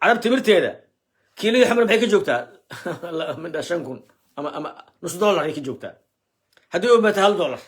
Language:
Somali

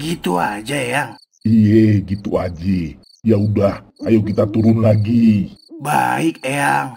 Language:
Betawi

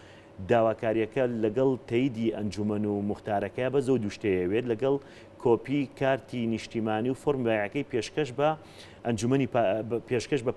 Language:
Central Kurdish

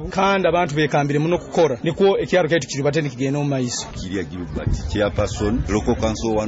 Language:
Nyoro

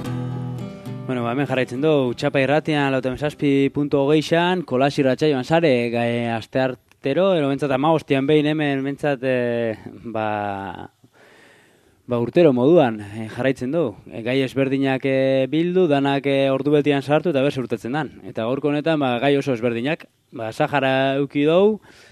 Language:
Basque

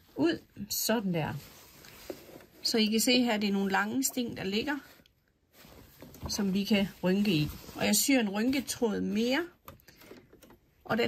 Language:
Danish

